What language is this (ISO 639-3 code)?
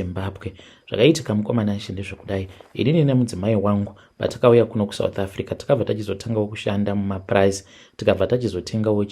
sna